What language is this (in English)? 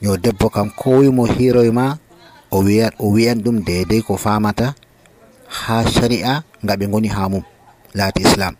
Nigerian Fulfulde